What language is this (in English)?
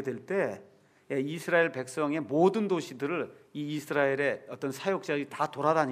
Korean